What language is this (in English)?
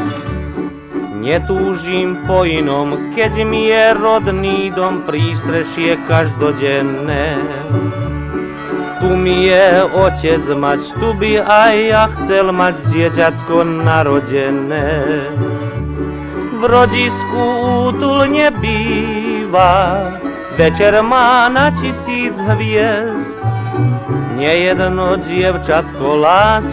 Slovak